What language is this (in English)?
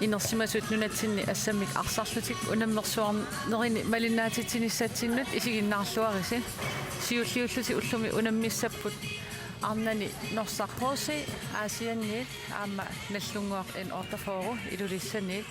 Kalaallisut